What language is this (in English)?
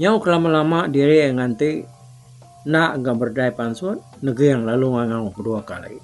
Iban